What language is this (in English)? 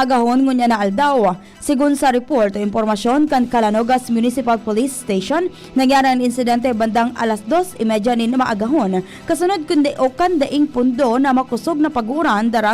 Bikol